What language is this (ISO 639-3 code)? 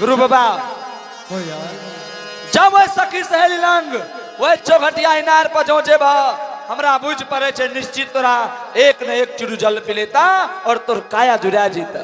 anp